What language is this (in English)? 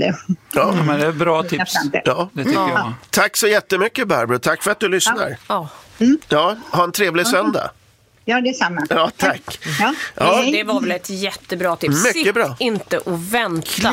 Swedish